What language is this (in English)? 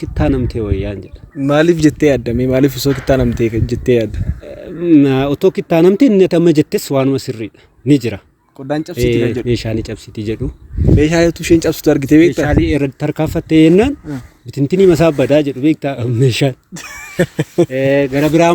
Oromo